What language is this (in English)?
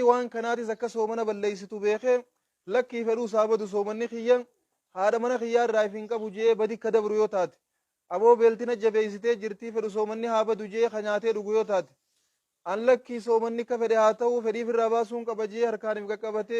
Oromo